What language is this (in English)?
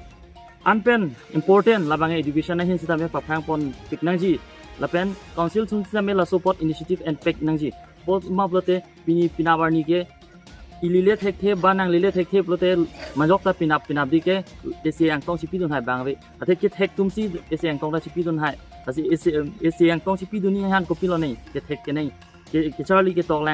Karbi